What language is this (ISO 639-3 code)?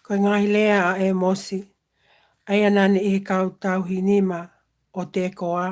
ton